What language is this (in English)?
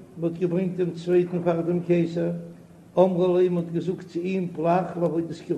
Yiddish